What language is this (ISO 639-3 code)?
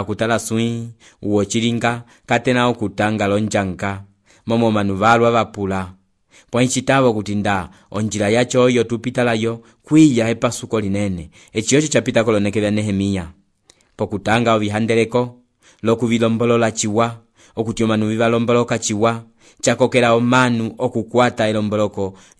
umb